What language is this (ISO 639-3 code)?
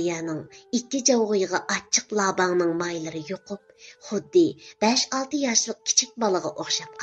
uig